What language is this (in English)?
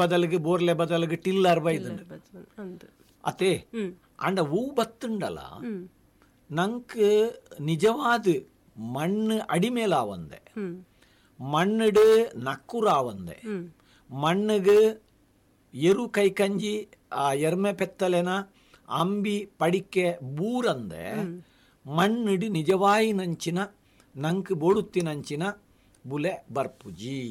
Tulu